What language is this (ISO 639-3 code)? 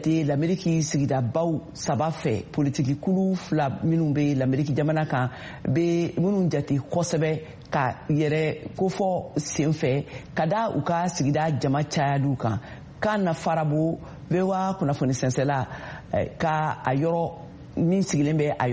bam